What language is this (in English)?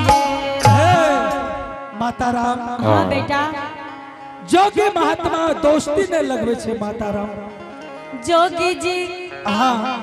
Angika